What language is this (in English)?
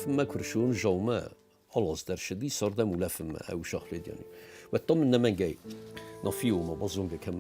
Ossetic